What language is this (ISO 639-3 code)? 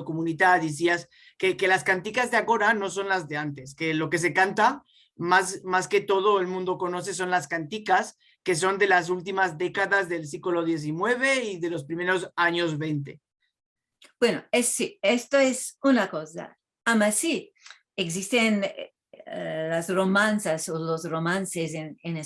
lad